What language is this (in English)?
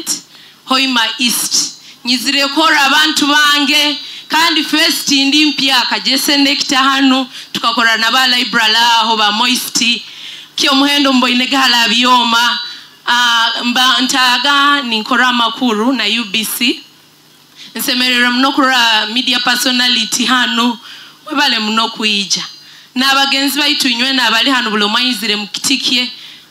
Nyoro